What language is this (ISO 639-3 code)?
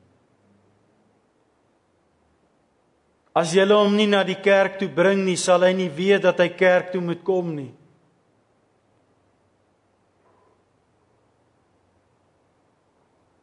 afr